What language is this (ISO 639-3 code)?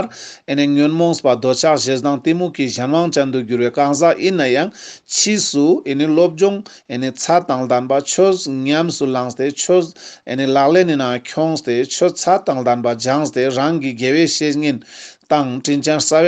lbj